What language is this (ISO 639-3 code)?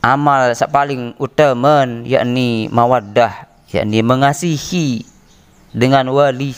sas